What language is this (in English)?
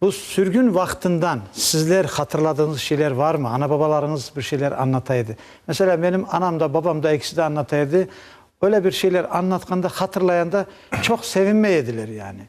Crimean Tatar